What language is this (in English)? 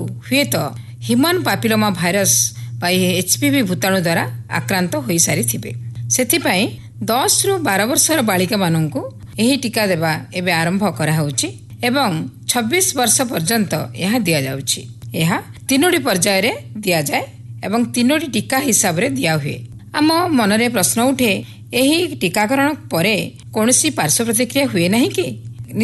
Odia